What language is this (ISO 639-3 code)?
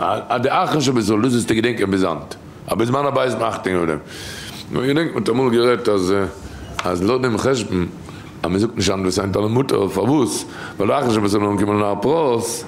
yid